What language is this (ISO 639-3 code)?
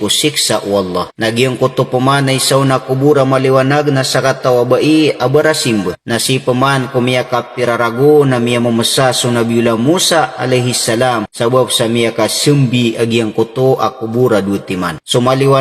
mrw